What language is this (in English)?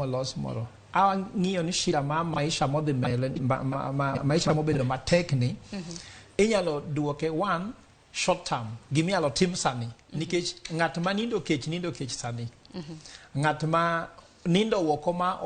Luo (Kenya and Tanzania)